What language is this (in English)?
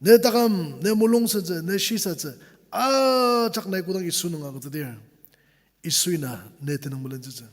Ao Naga